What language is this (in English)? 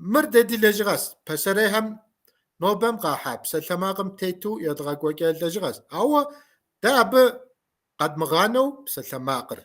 Kabardian